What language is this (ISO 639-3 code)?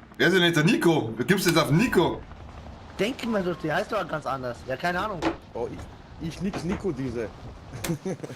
bar